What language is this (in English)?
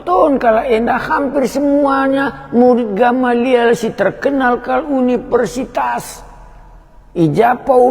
Batak Karo